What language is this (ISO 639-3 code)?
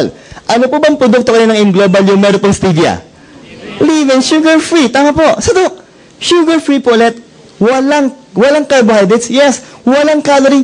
fil